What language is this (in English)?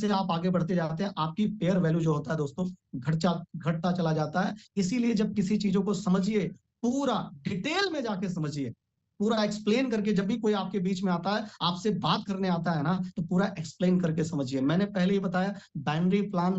Hindi